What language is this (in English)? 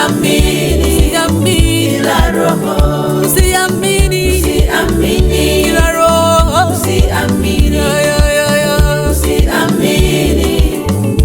Swahili